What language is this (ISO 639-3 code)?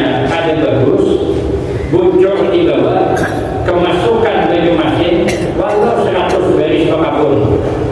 bjn